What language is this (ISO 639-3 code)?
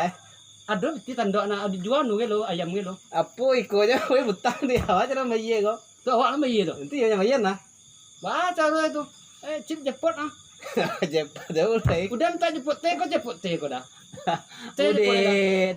min